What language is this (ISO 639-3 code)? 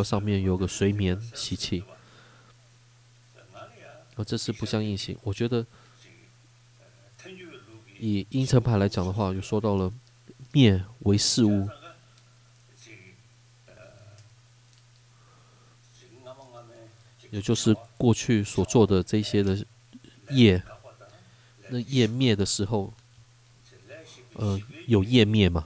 zho